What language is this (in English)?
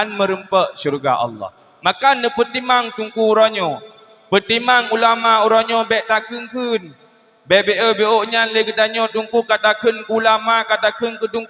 Achinese